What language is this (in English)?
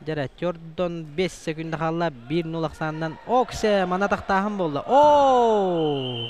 Yakut